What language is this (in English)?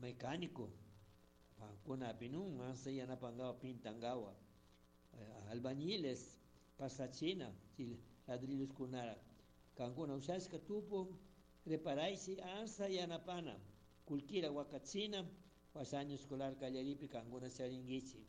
Chimborazo Highland Quichua